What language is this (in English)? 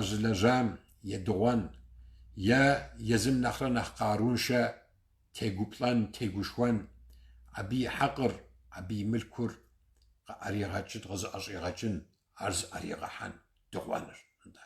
Kabardian